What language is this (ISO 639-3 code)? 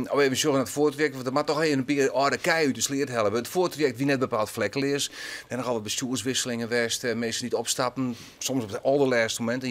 fry